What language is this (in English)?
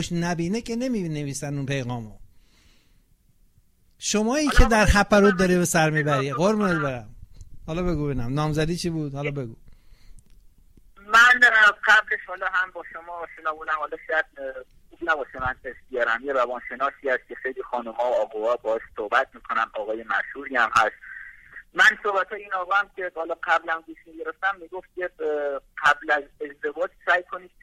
Persian